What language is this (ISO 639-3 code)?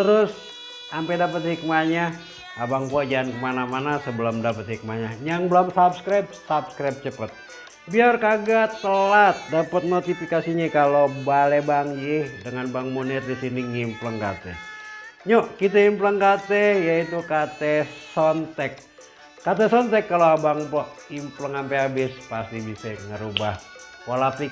bew